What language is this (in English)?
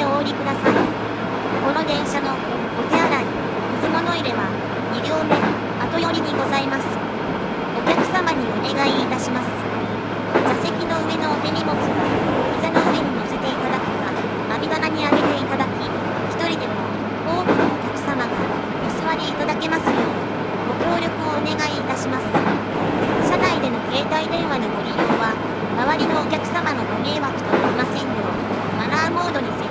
Japanese